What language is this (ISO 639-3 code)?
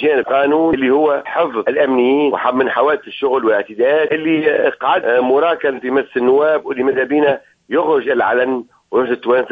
aeb